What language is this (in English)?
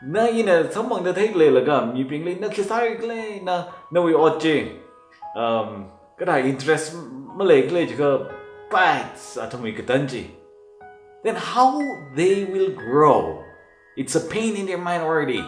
Tangkhul Naga (India)